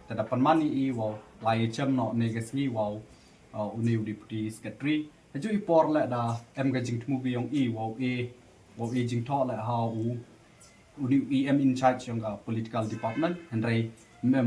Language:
Pnar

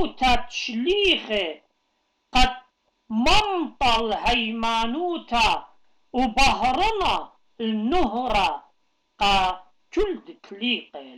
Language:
Assyrian Neo-Aramaic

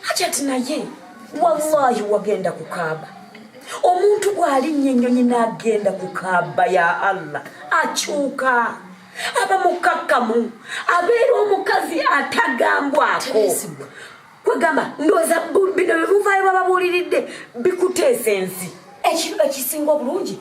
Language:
Ganda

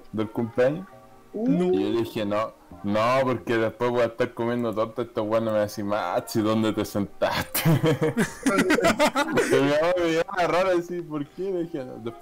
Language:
Spanish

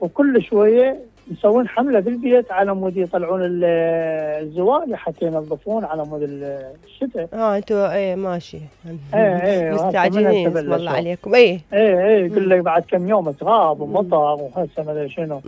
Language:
Mesopotamian Arabic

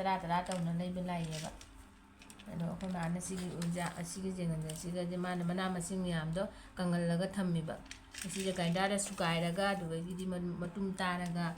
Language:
Manipuri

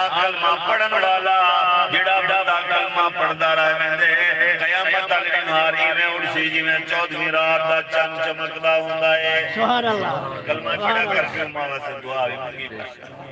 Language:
Saraiki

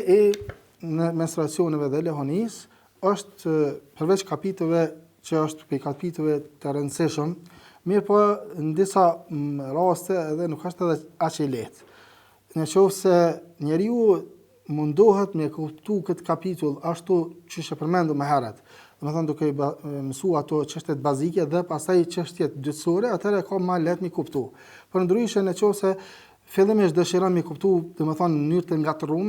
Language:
Albanian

